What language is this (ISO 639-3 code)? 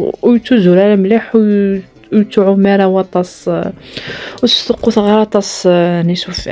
kab